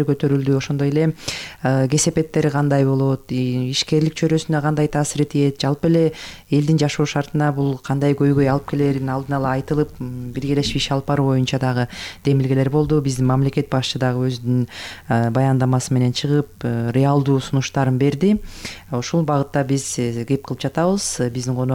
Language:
Kyrgyz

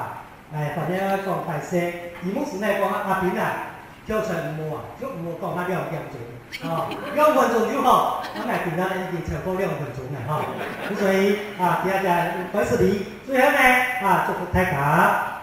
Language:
Hakka Chinese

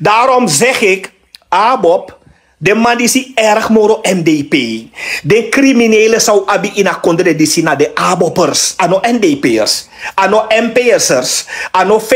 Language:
Sranan Tongo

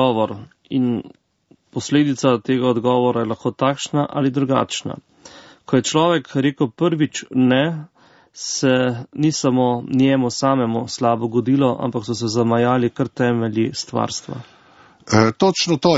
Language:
Slovenian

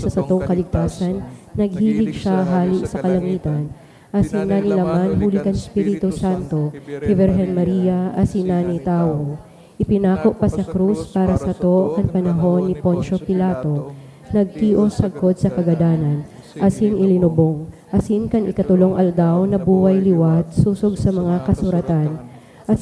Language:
Bikol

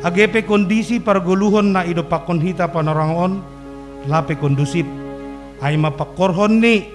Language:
Batak Simalungun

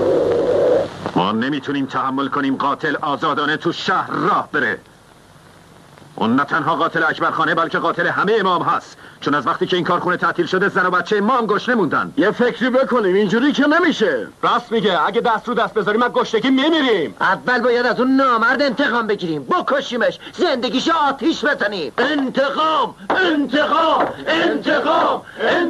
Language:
Persian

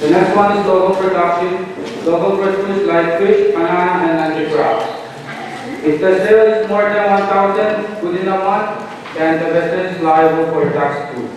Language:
Pohnpeian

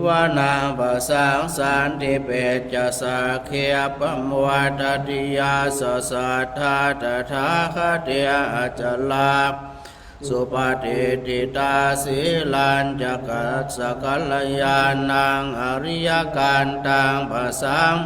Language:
Pali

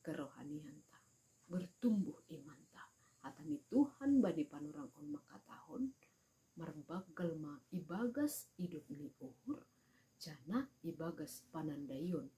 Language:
Batak Simalungun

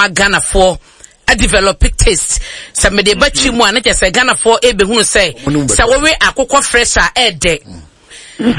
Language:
Akan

